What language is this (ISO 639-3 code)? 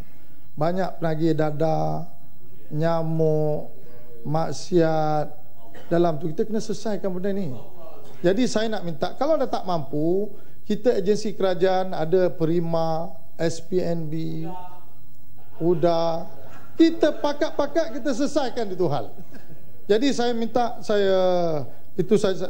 msa